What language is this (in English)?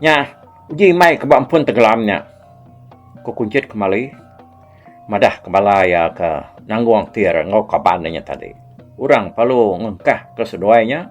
Iban